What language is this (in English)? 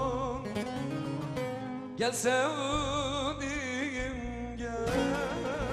Turkish